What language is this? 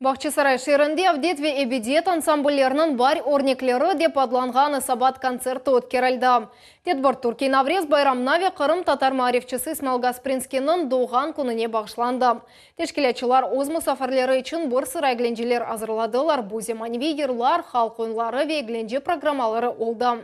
Crimean Tatar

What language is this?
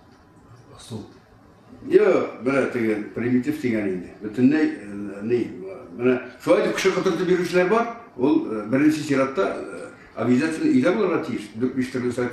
Tatar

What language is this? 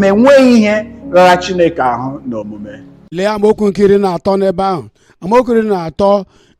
Igbo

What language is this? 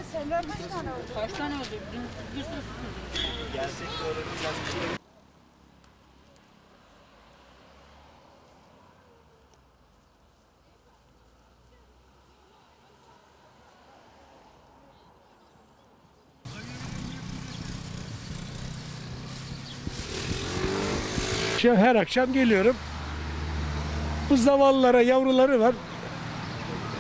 Turkish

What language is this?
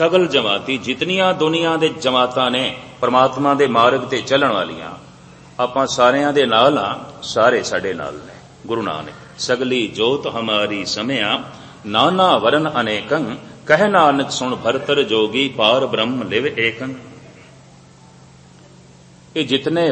Punjabi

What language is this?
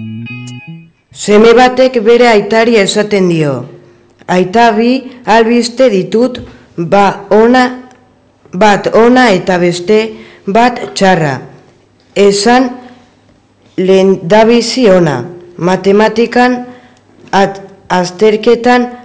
Basque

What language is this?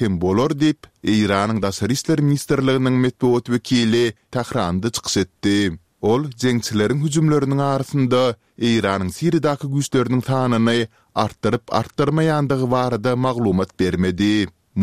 Turkmen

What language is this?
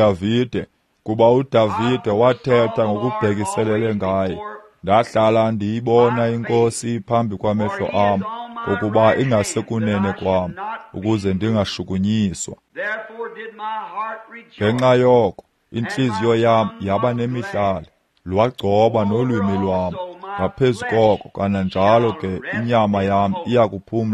Xhosa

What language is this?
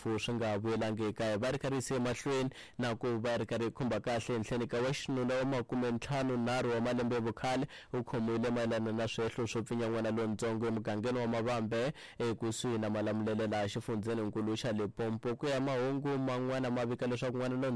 Tsonga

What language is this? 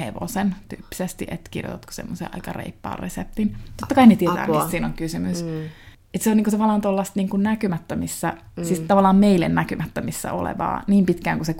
Finnish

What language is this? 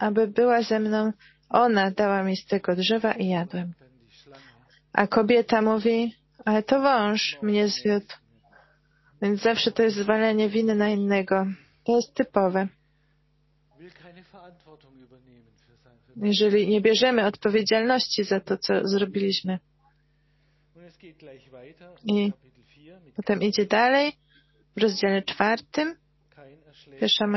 Polish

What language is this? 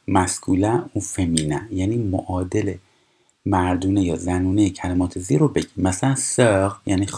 Persian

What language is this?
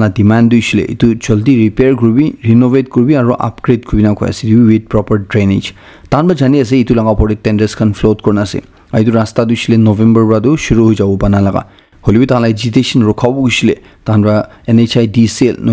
Naga Pidgin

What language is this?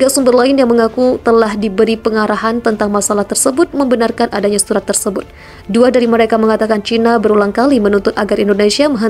Indonesian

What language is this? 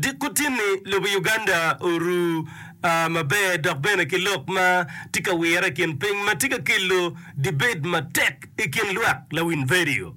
Acoli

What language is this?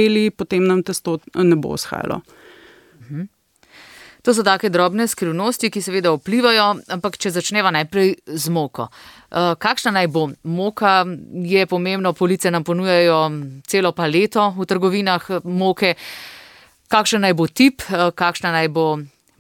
Slovenian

